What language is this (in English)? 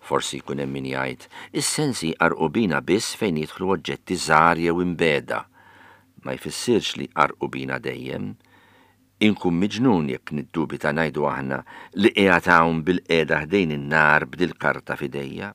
Maltese